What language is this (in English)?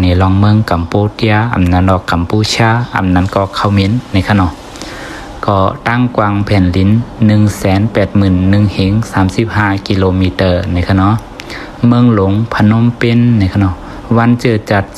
Shan